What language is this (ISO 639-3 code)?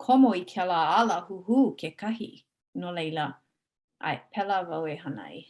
haw